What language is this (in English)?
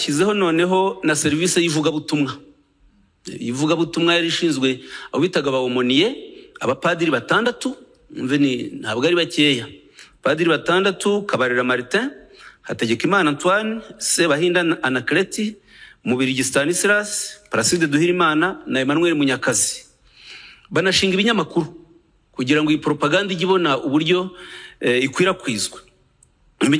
Kinyarwanda